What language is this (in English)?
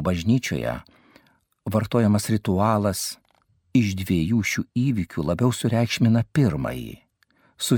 Lithuanian